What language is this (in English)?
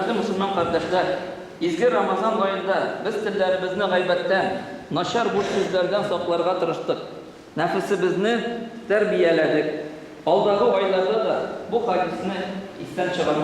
Bashkir